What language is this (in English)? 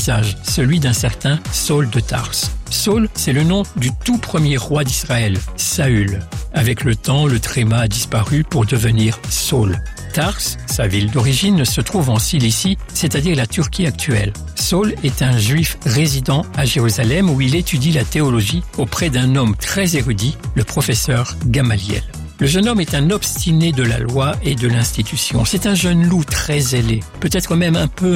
French